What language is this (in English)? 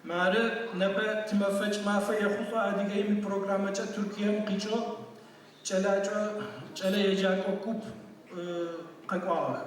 Adyghe